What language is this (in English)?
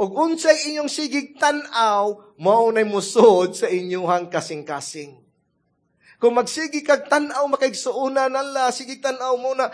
Cebuano